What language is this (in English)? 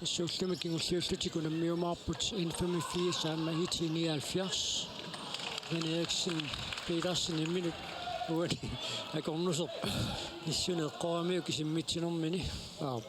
Kalaallisut